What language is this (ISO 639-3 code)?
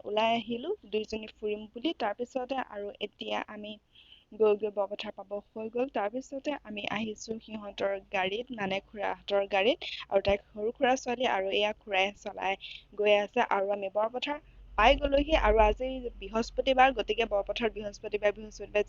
asm